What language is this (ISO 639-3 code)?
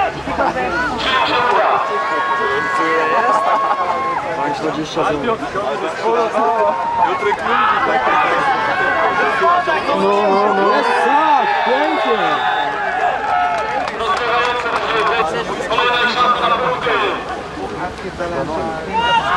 pol